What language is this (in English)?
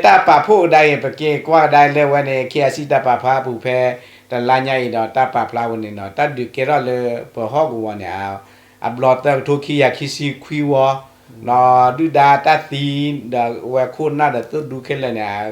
S'gaw Karen